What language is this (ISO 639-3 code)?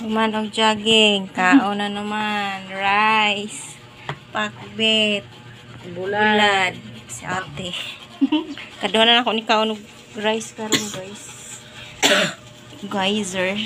ceb